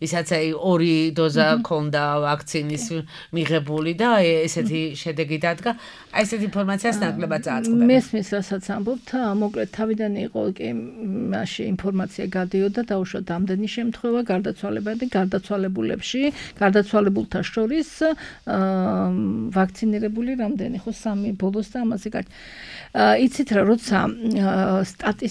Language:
Georgian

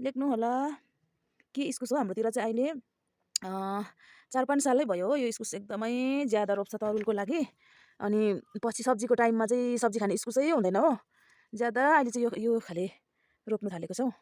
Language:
Nepali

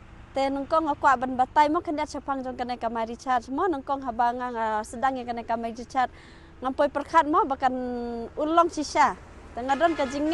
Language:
Khasi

